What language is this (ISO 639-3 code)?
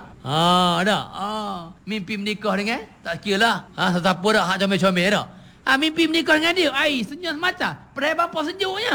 msa